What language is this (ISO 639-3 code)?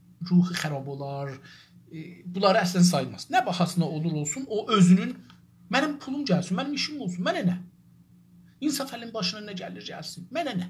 azb